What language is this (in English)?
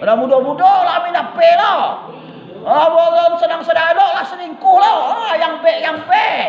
Minangkabau